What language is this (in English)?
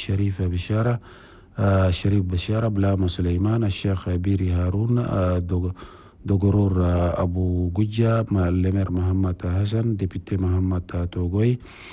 Chadian Arabic